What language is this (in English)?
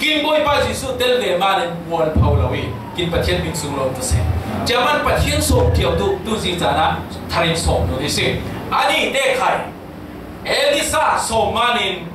Falam Chin